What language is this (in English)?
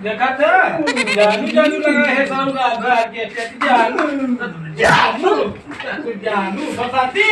Awadhi